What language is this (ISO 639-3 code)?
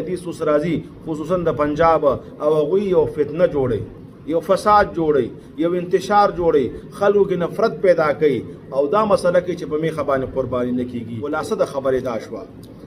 pus